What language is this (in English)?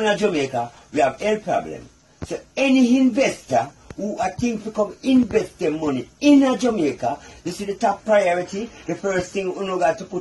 Jamaican Creole English